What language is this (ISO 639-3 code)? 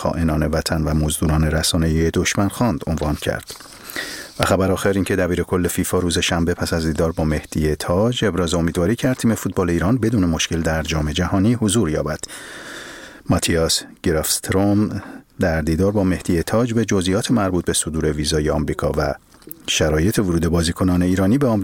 fas